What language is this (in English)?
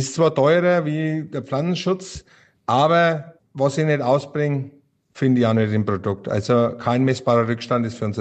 German